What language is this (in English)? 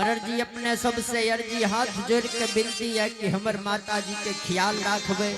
Angika